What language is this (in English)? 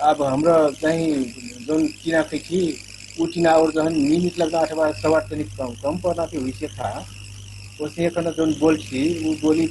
Dangaura Tharu